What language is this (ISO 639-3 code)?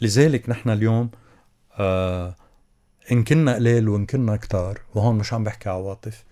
apc